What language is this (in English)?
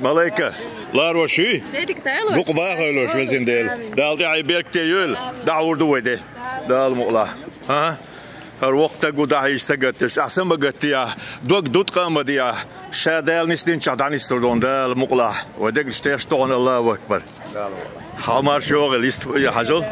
Chechen